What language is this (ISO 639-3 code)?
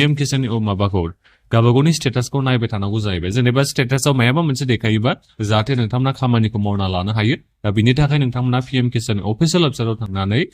brx